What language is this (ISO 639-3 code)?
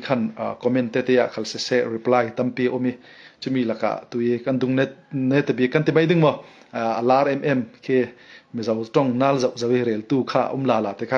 cfm